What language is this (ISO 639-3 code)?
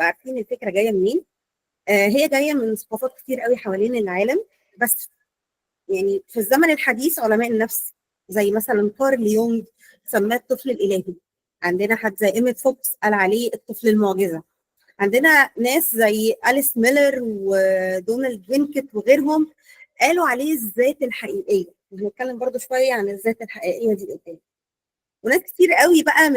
arz